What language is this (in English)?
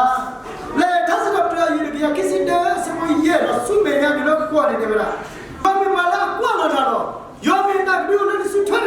S'gaw Karen